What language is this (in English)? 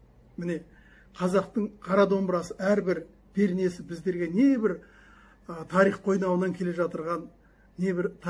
Kazakh